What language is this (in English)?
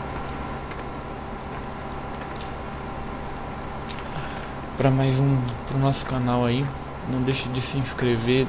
Portuguese